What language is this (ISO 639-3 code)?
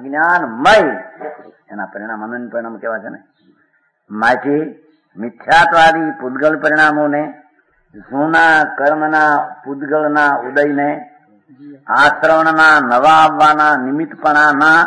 guj